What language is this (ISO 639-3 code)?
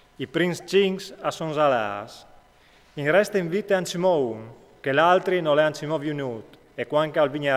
fur